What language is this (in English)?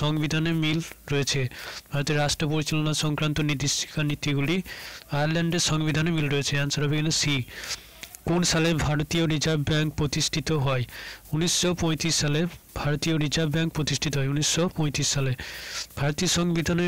Bangla